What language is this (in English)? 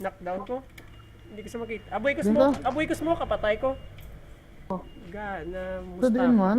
Hiligaynon